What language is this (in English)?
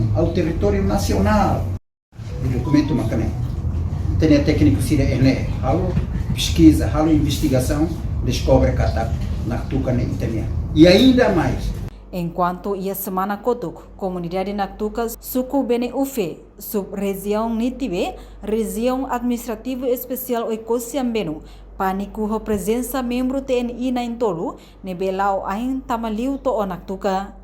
Tetum